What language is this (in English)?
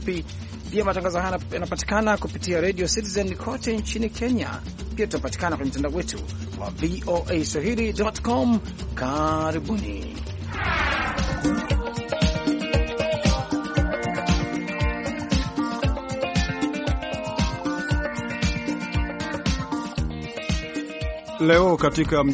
Swahili